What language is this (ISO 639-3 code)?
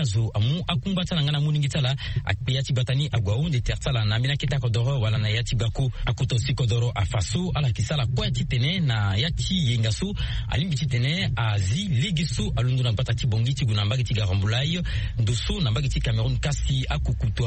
sag